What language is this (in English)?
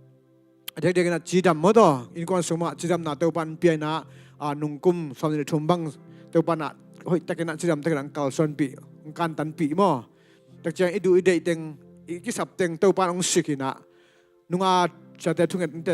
Tedim Chin